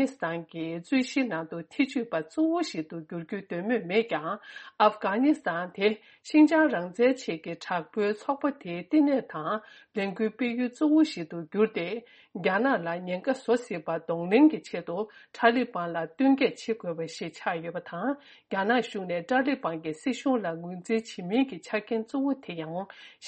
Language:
Tibetan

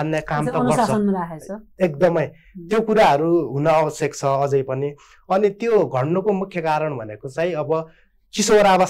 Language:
Nepali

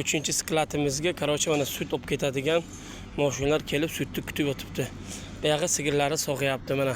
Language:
Uzbek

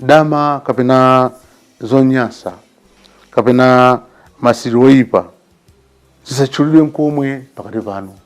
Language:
Nyanja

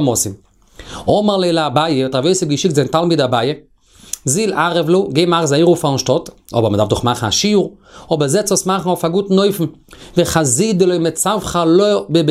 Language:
Yiddish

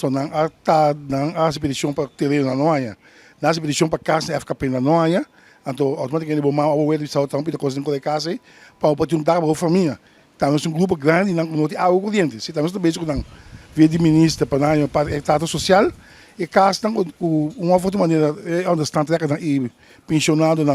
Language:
Papiamento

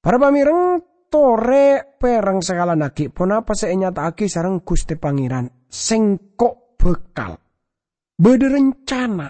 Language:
Madurese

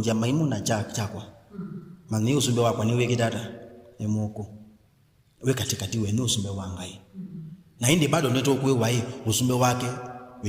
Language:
Kamba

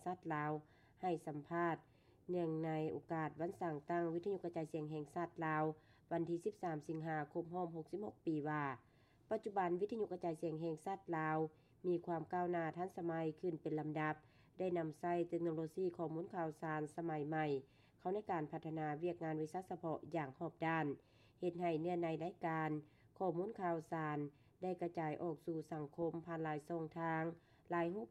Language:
Lao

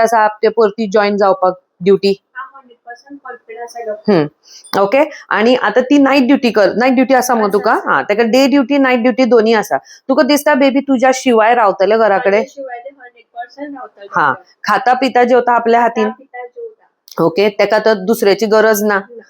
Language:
Konkani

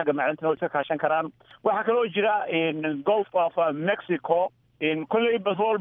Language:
Somali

